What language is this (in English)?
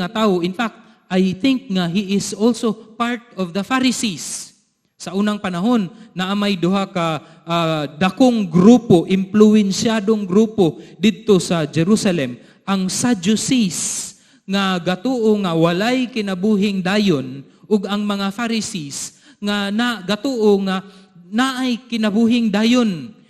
Cebuano